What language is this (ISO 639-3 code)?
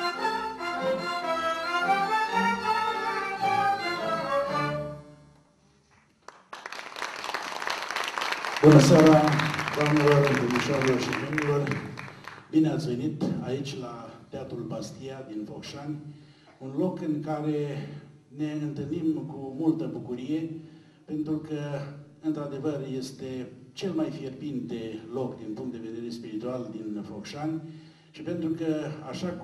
ron